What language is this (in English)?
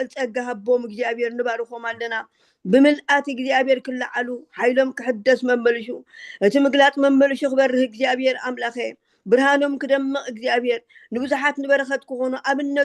Tigrinya